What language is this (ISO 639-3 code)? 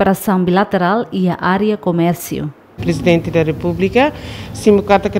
tet